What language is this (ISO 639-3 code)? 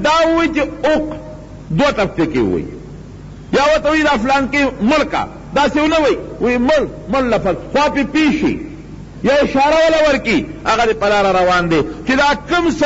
pus